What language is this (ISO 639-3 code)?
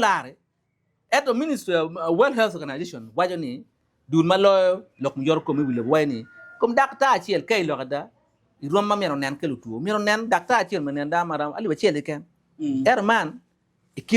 ach